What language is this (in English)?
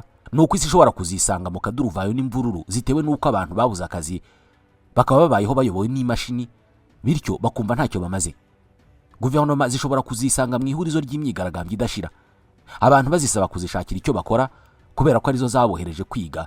Kinyarwanda